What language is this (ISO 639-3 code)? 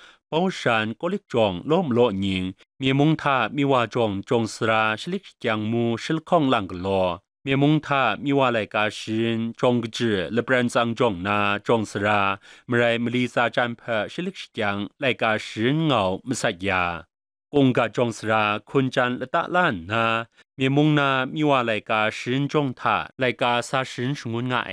kac